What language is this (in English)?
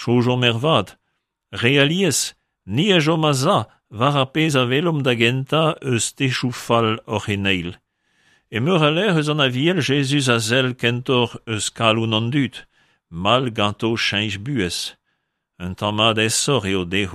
Breton